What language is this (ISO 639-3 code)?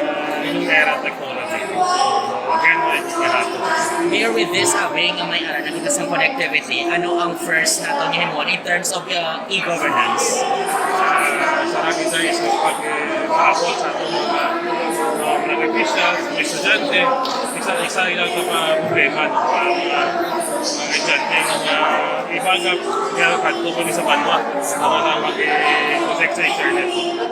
hil